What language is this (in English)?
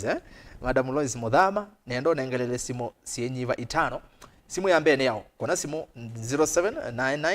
Kamba